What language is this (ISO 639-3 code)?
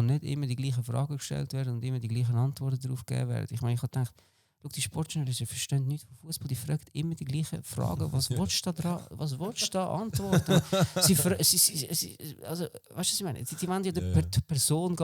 gsw